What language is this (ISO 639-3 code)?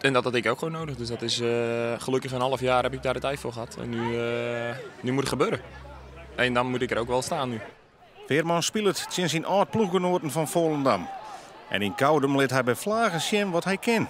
fry